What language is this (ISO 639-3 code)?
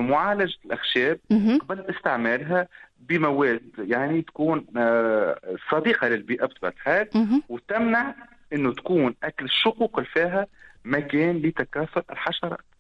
aeb